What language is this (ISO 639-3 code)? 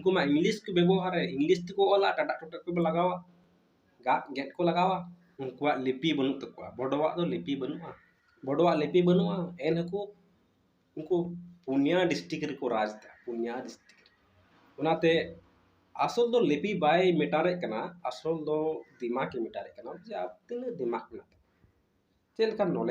sat